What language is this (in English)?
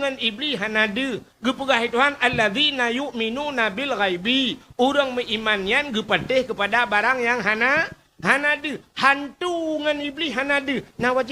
Achinese